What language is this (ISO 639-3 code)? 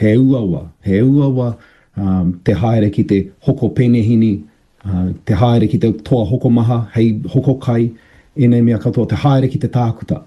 mri